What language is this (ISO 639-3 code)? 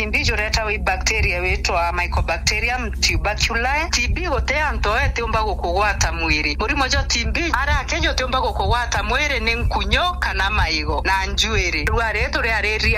mer